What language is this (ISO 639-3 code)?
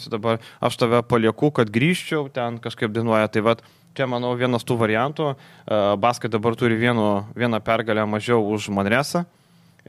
lit